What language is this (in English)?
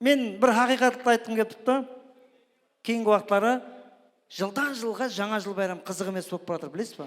Kara-Kalpak